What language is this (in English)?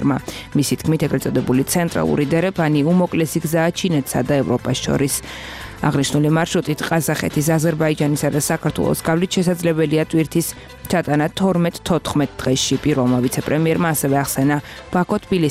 Georgian